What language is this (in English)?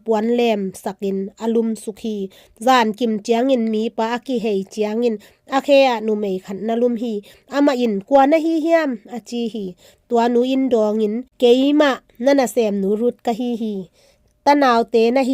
Tedim Chin